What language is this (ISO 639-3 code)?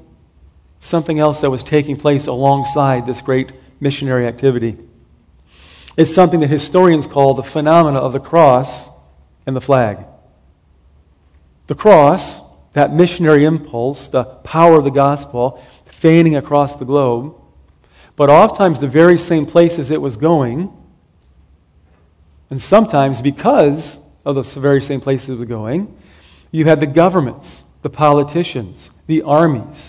eng